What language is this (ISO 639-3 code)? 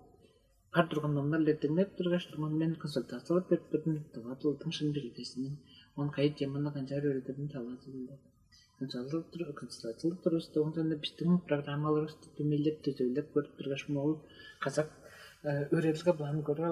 tyv